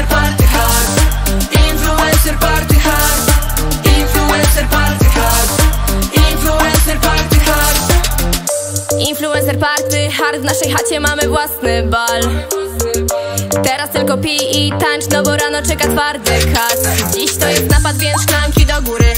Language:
Polish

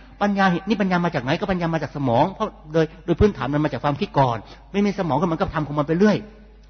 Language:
Thai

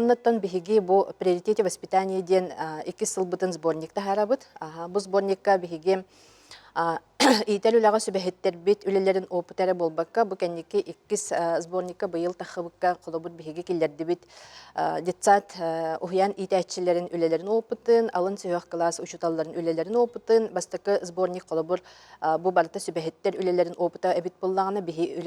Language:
Yakut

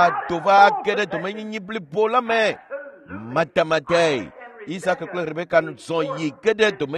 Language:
Ewe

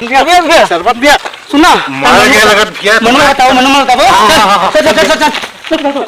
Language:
Chhattisgarhi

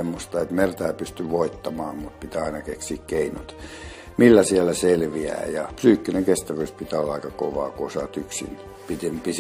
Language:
Finnish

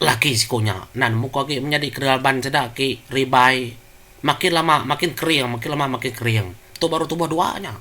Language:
Iban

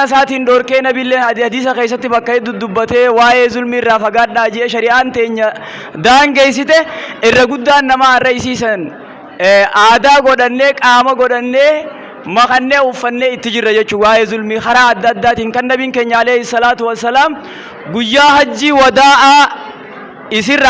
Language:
Oromo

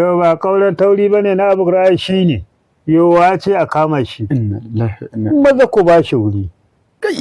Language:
Hausa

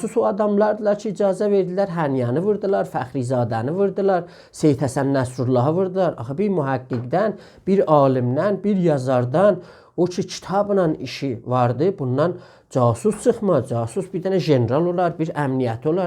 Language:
South Azerbaijani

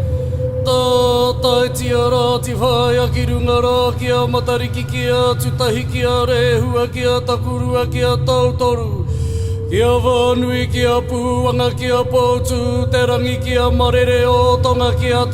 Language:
Māori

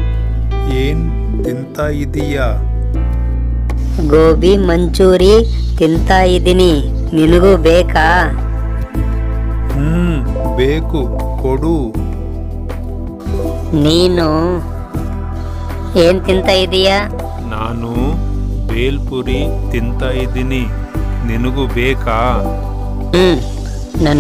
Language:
Kannada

